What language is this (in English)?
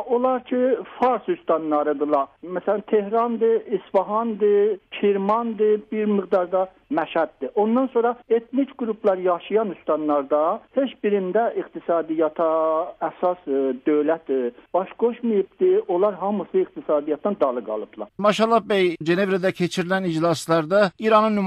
South Azerbaijani